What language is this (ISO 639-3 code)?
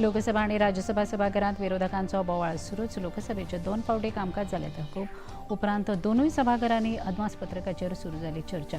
kok